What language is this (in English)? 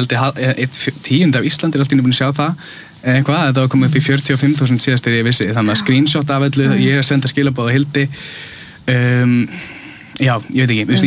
Icelandic